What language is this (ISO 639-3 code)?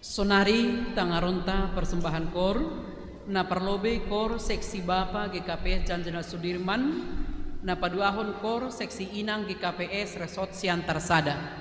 bts